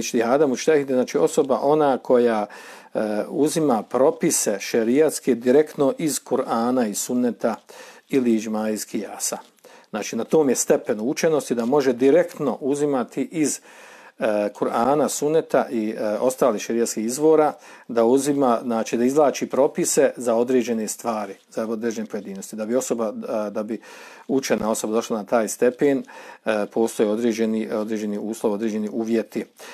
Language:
Bosnian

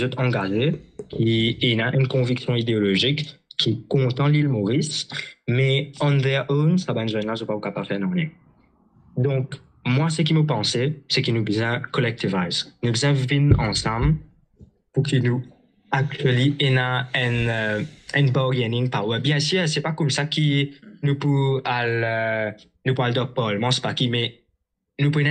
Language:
Morisyen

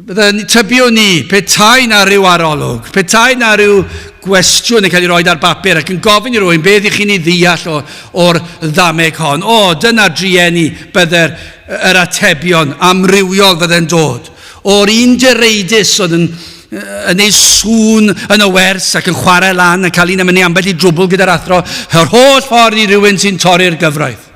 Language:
Welsh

